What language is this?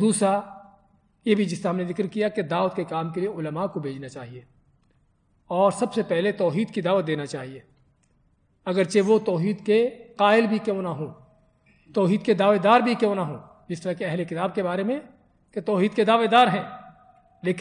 Urdu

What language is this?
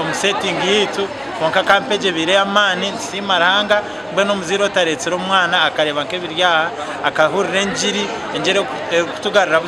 Nyankole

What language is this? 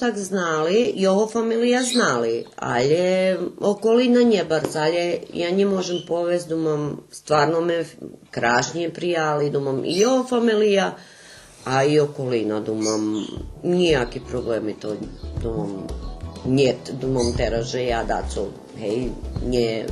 Rusyn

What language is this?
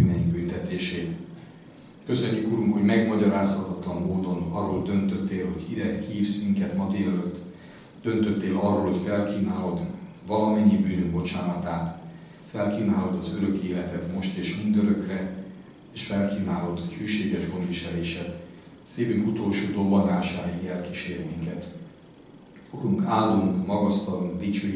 Hungarian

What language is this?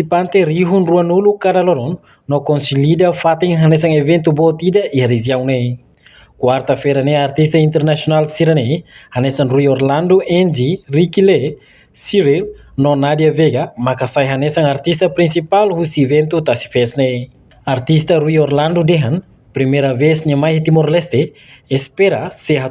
Tetum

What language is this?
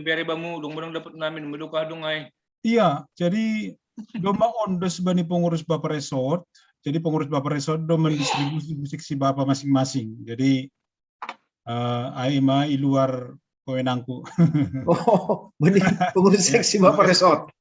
Batak Simalungun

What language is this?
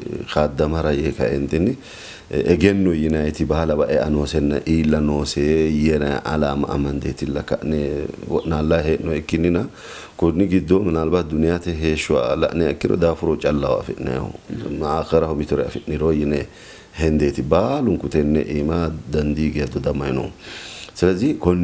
Sidamo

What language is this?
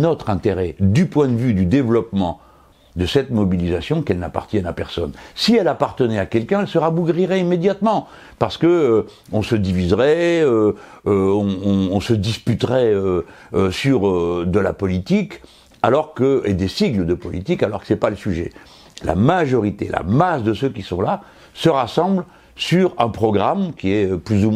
French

